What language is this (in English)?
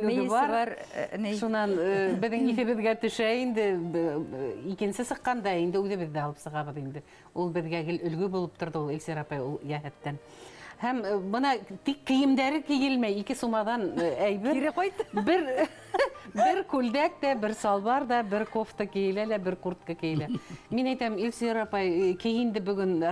Bashkir